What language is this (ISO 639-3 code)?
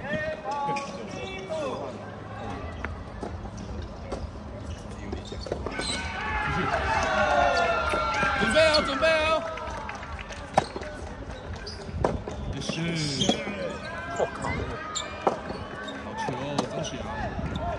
zho